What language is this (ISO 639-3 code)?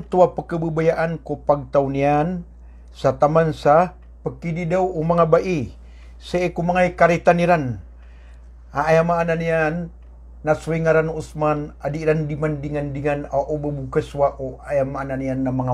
mrw